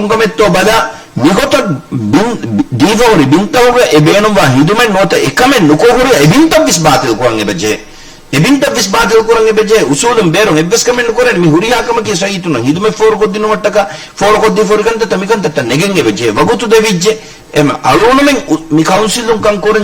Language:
Divehi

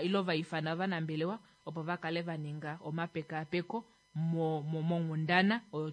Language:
Kuanyama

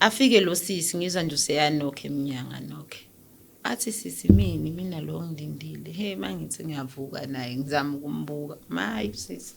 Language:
Zulu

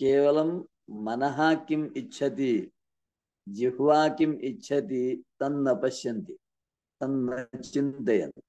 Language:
Sanskrit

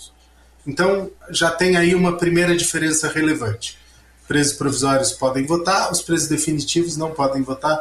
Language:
Portuguese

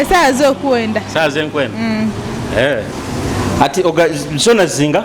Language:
Nyoro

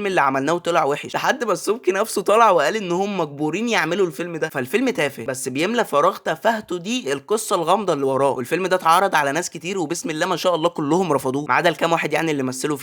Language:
Egyptian Arabic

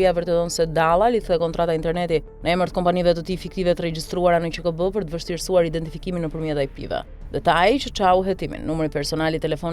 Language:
Albanian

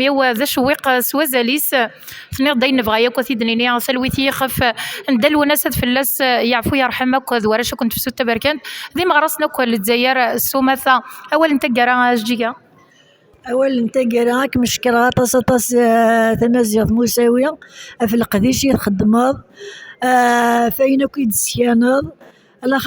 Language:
Kabyle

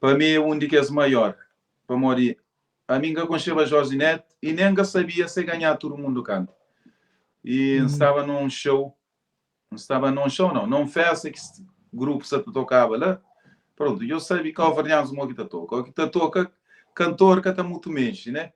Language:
Kabuverdianu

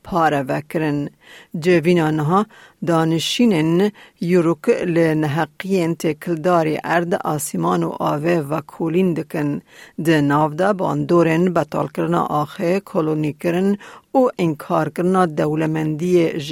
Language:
Kurdish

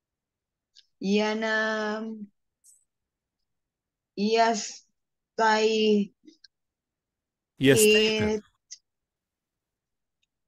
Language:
Arabic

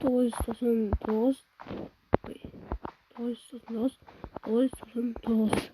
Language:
Kara-Kalpak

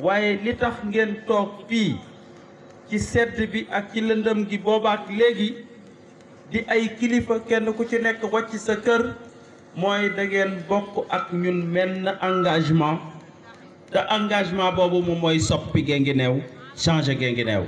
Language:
Wolof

